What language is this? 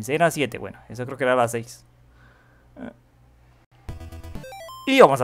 Spanish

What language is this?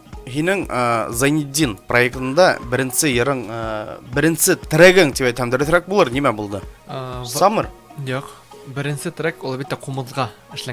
Bashkir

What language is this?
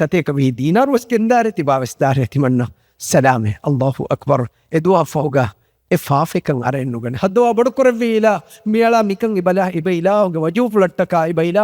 Divehi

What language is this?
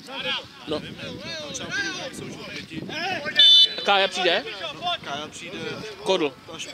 Czech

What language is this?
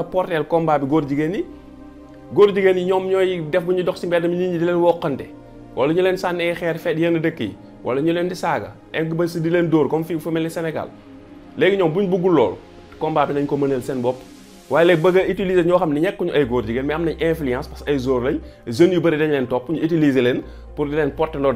Wolof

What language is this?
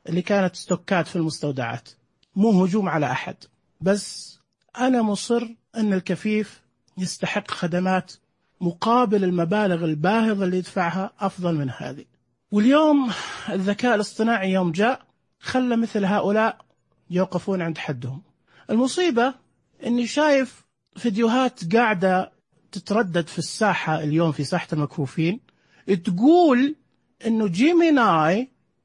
Najdi Arabic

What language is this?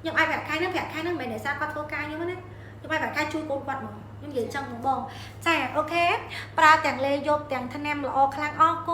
Khmer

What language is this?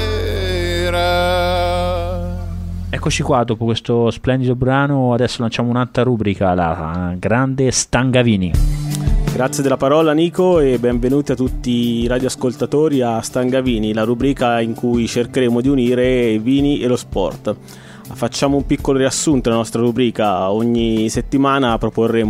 Italian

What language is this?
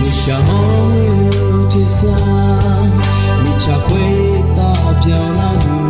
Akha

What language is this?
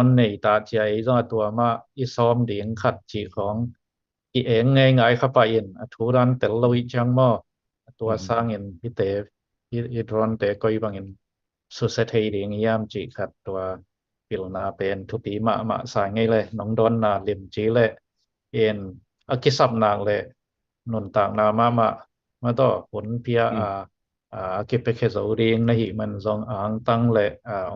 Tedim Chin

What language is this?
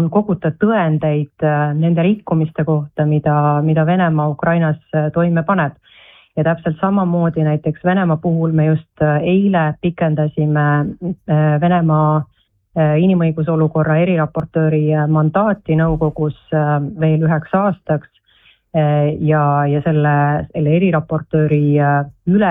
Estonian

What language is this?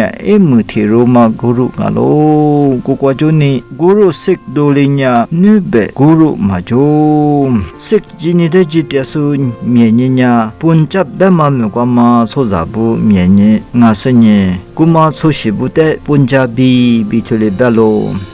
Lisu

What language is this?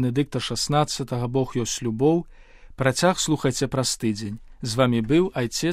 Belarusian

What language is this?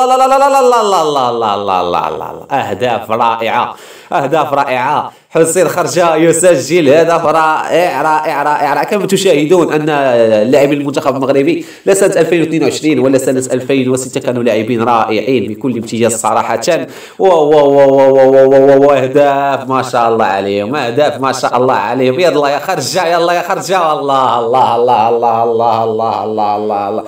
Arabic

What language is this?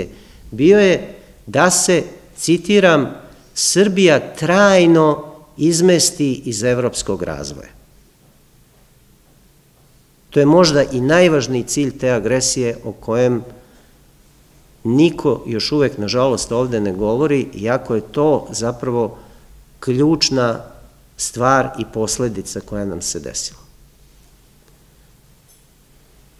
Serbian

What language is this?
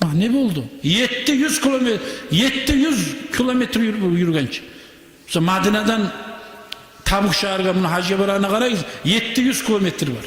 Kumyk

